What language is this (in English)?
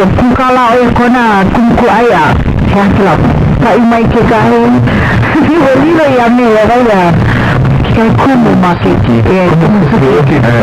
Hawaiian